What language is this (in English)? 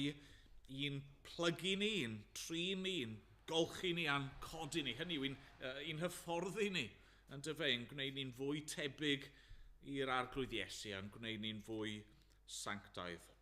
Welsh